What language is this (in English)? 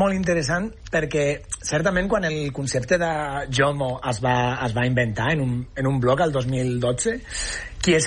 Catalan